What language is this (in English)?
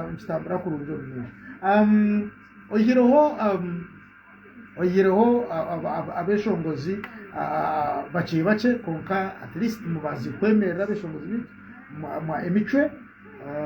Nyankole